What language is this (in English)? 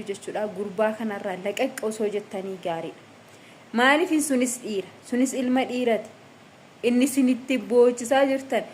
Oromo